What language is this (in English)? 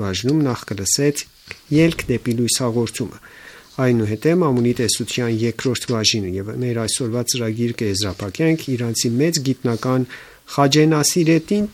Armenian